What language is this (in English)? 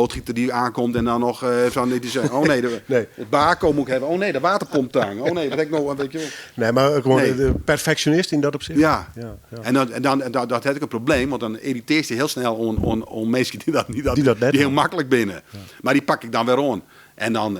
Western Frisian